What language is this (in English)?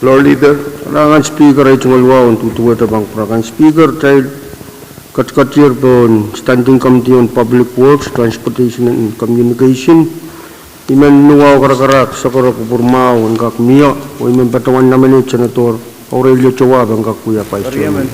Pohnpeian